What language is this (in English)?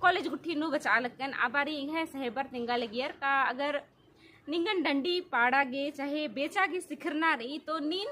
Kurukh